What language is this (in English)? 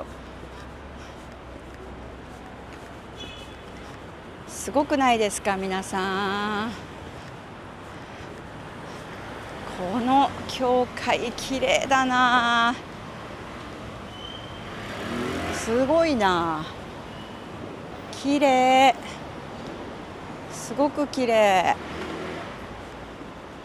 Japanese